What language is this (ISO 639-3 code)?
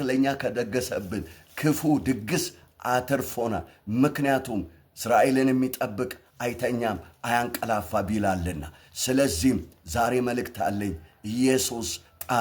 amh